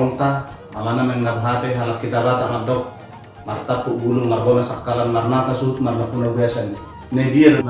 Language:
Batak Toba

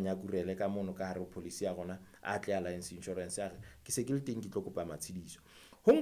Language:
Southern Sotho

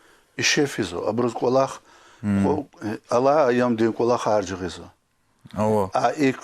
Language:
Lezghian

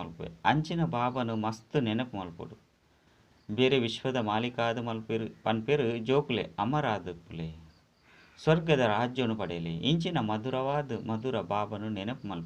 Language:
Tulu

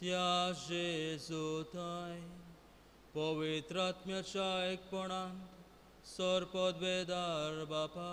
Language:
Konkani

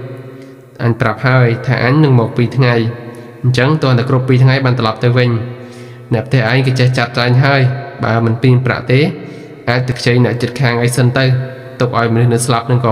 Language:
Khmer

